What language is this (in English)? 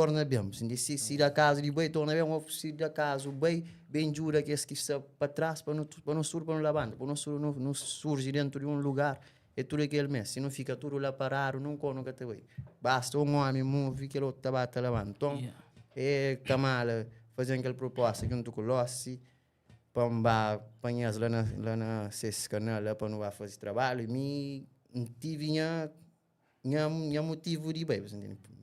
Kabuverdianu